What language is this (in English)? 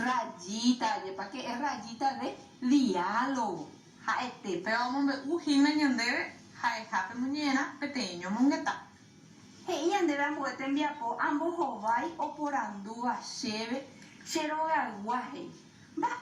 Guarani